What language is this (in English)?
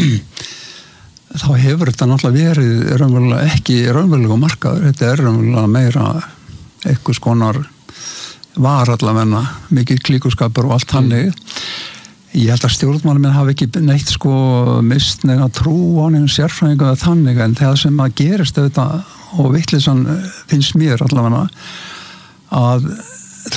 Icelandic